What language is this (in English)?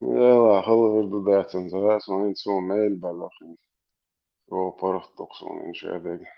Chechen